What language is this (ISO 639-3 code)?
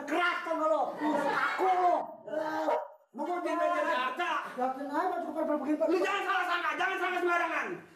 bew